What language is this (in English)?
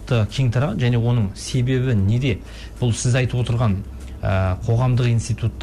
Kazakh